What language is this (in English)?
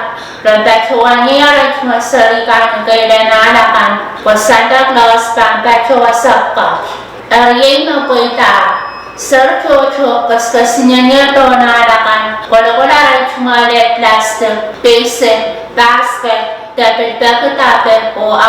Pohnpeian